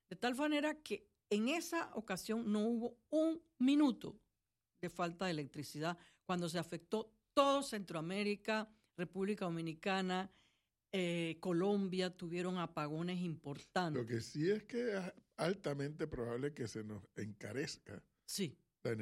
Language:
Spanish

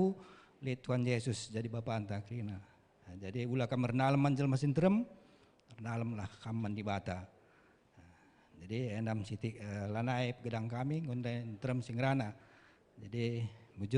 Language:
Batak Karo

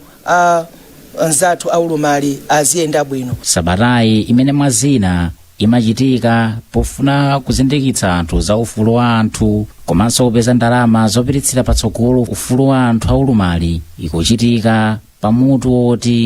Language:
Nyanja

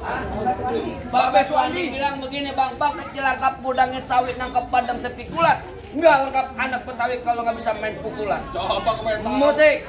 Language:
Betawi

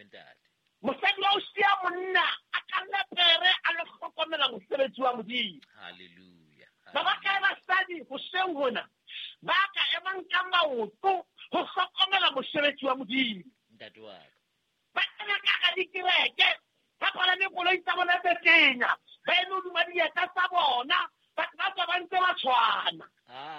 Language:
Southern Sotho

